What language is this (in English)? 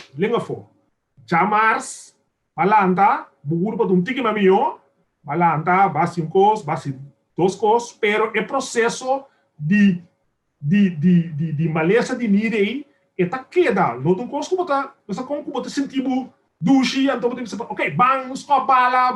Papiamento